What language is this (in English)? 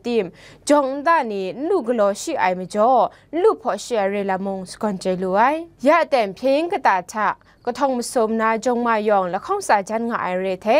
Kachin